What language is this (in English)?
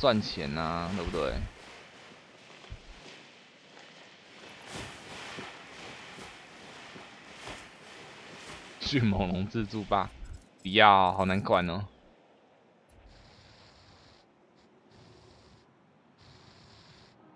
Chinese